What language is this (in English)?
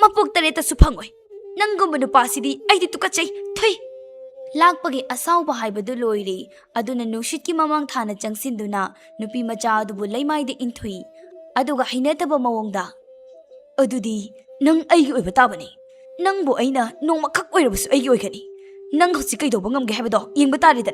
Manipuri